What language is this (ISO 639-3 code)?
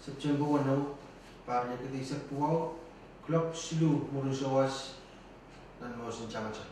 pon